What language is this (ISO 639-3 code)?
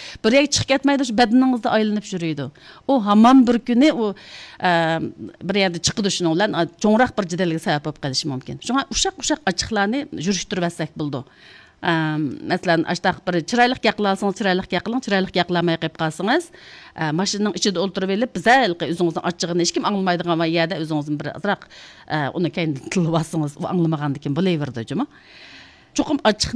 uig